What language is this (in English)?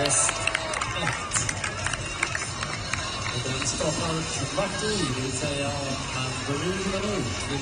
Swedish